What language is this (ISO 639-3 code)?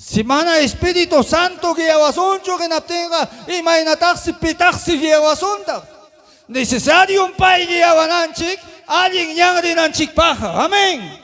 quy